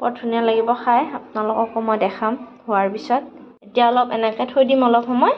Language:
Assamese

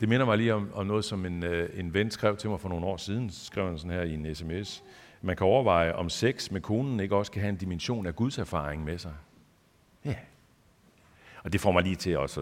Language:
Danish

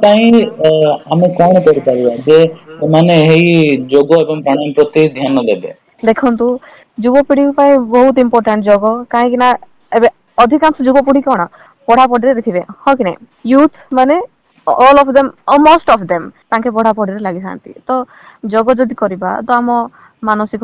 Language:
Odia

